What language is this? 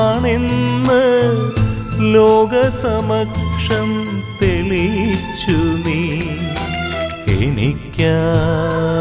Malayalam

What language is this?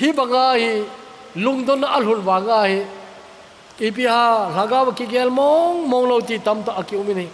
Thado Chin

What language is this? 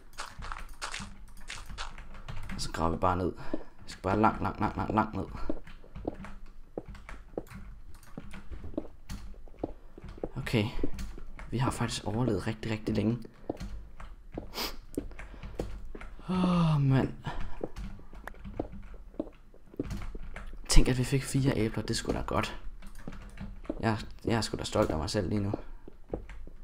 Danish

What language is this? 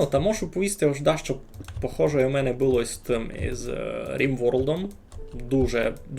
Rusyn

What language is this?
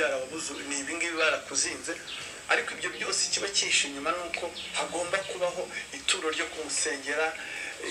Kinyarwanda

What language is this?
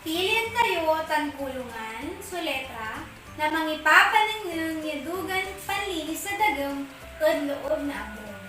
Pangasinan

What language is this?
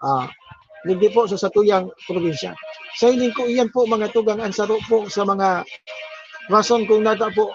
Bikol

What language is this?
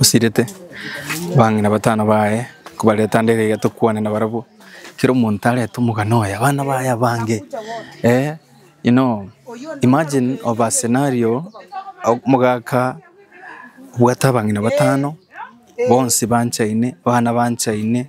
Gusii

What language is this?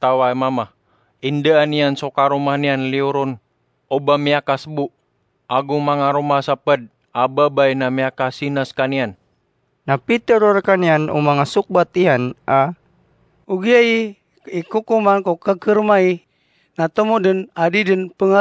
Maranao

